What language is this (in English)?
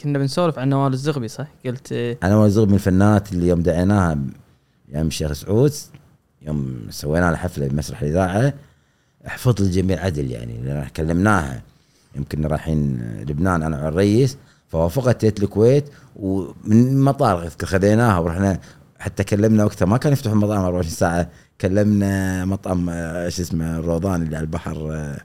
Gulf Arabic